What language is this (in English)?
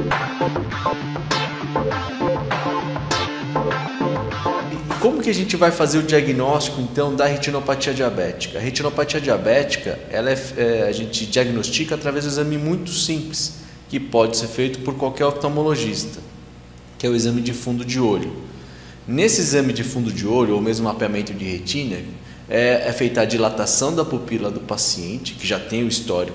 Portuguese